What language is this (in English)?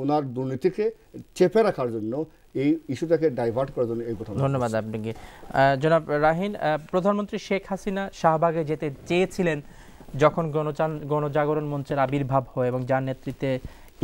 Bangla